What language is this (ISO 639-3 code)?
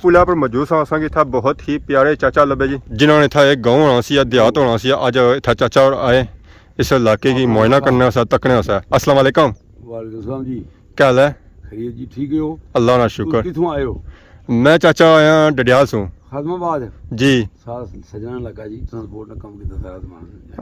phr